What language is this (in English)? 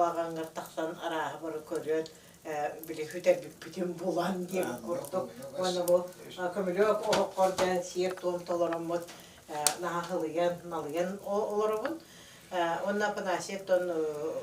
Yakut